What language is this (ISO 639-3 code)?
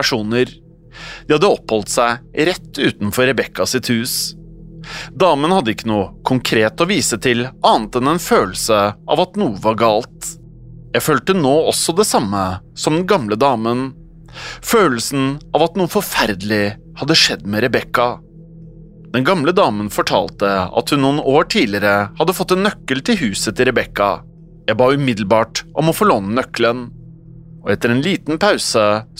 nor